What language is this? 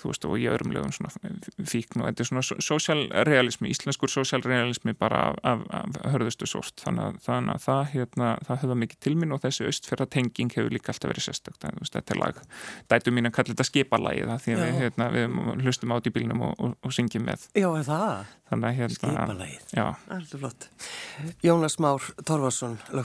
Icelandic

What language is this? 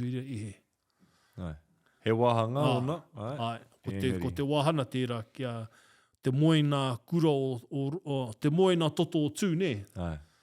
Māori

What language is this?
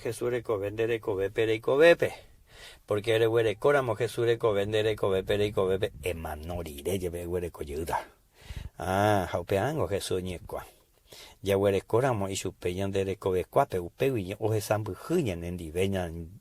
Guarani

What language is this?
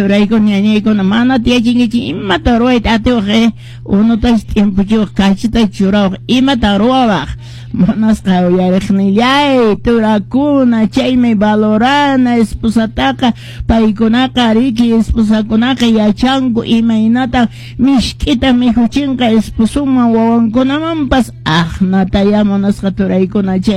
Quechua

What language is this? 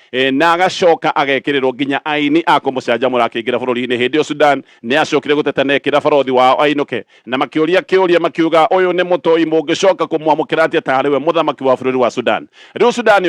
Kikuyu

